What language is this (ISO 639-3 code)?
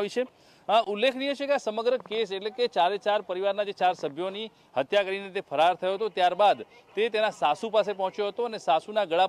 guj